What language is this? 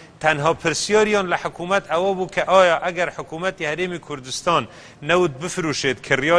Central Kurdish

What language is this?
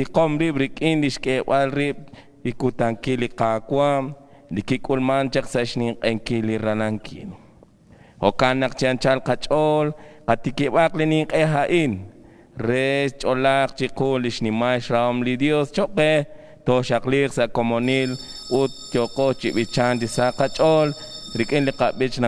Kekchí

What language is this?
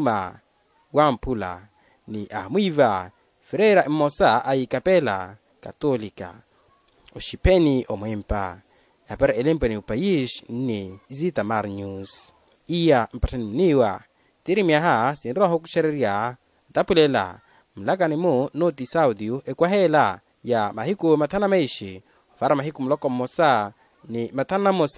Makhuwa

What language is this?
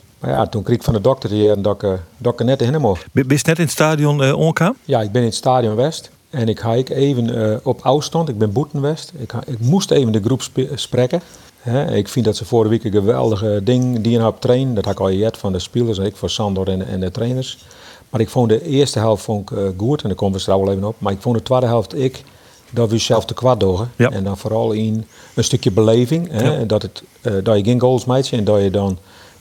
Western Frisian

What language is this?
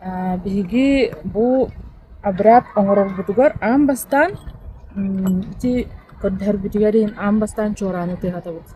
Yakut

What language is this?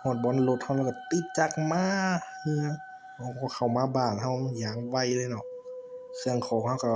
Lao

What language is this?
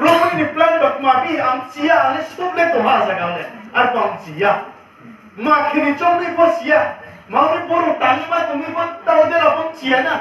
Riang (India)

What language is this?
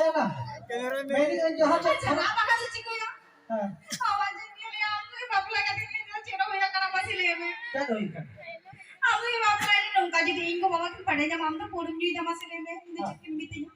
Santali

